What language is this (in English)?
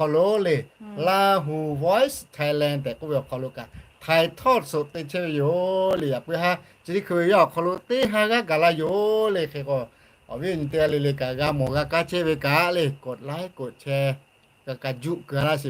Lahu